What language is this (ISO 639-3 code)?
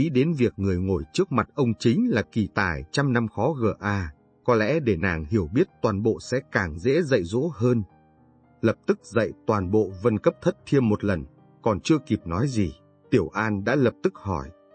vie